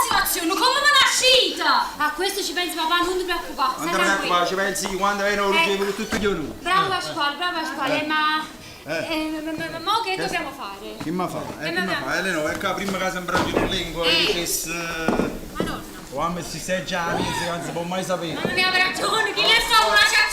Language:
Neapolitan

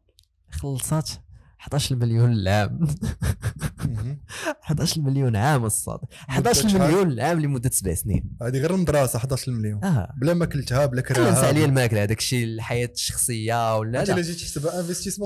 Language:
Moroccan Arabic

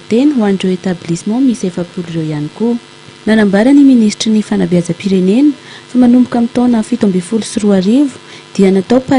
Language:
Malagasy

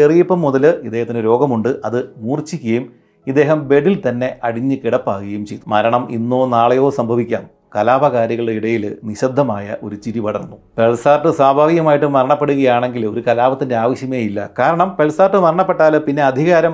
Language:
Malayalam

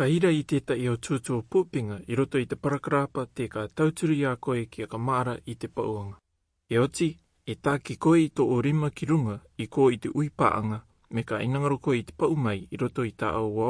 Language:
Rarotongan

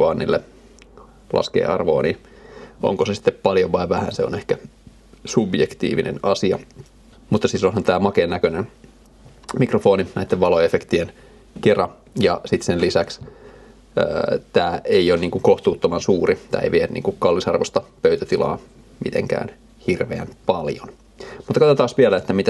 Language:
Finnish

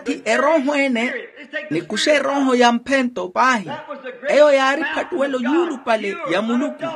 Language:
Makhuwa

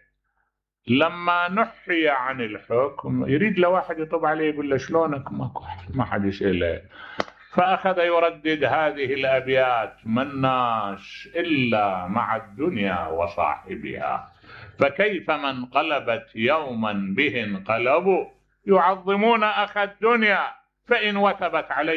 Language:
Mesopotamian Arabic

